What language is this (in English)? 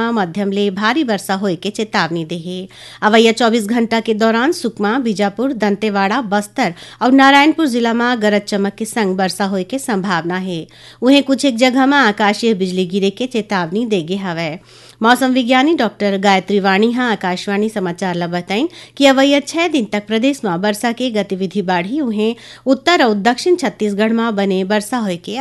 Chhattisgarhi